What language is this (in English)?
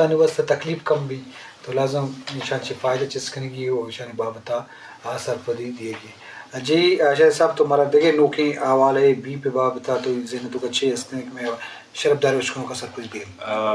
Eastern Balochi